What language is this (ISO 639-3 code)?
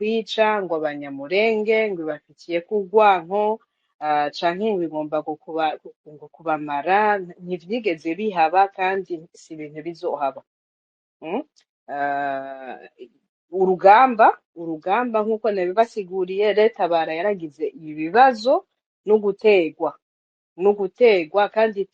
run